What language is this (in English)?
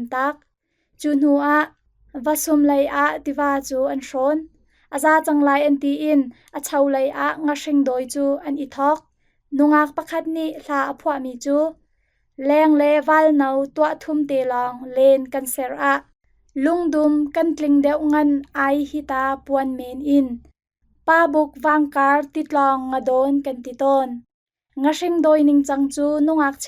Hakha Chin